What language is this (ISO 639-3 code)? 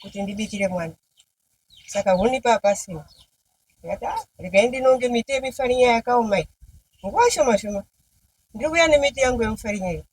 sna